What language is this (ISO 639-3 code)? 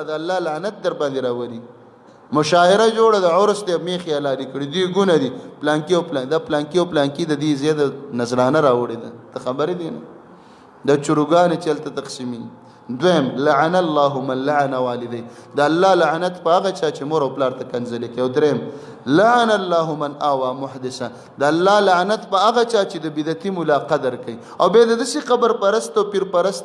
pus